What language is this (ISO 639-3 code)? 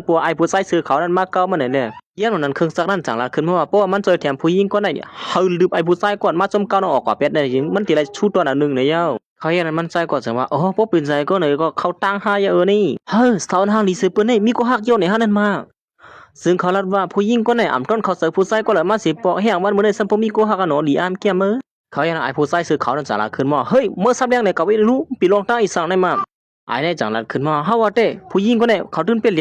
shn